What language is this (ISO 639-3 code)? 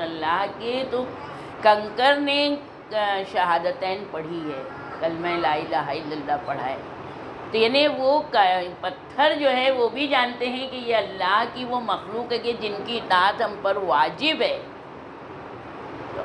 urd